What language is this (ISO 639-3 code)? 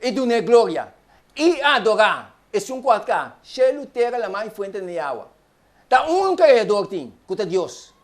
pap